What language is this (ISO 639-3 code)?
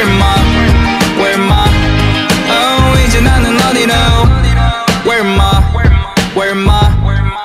kor